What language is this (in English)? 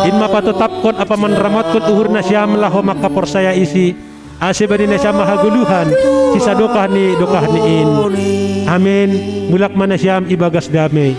Batak Simalungun